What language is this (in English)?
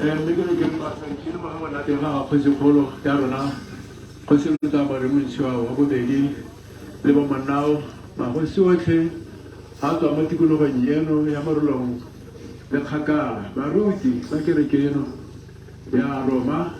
Tswana